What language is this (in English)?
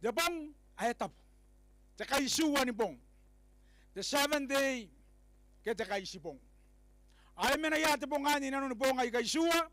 Gilbertese